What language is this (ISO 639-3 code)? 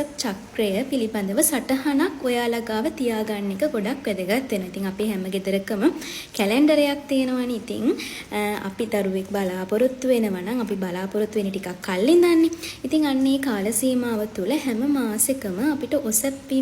sin